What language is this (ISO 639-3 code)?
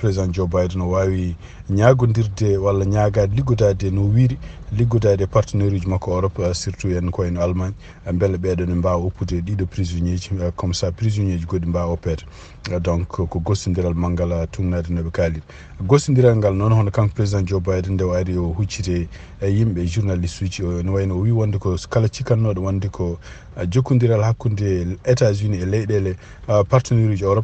ful